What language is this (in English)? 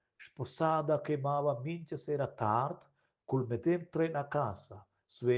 Romansh